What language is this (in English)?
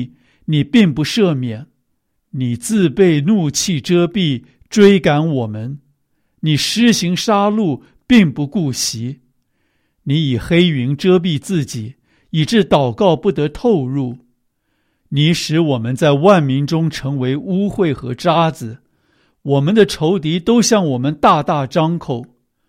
Chinese